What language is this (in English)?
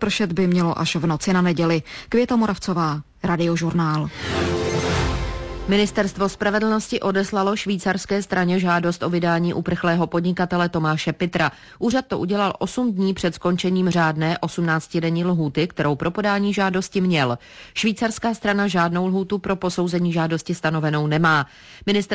Czech